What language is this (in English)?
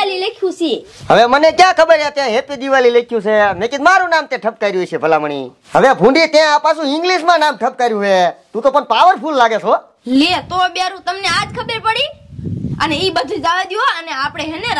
Gujarati